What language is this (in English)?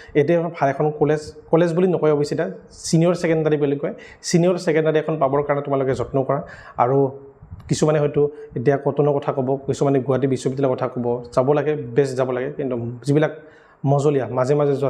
Assamese